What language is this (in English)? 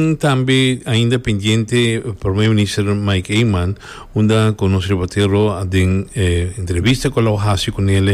Papiamento